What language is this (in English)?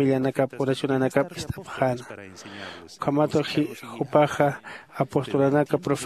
Aymara